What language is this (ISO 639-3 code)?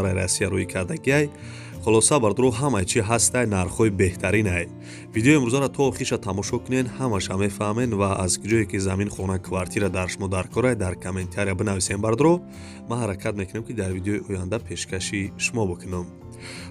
tgk